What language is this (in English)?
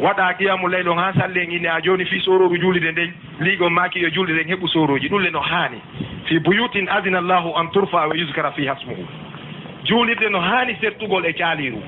Fula